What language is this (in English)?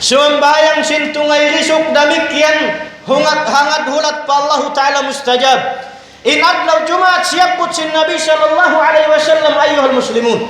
Tausug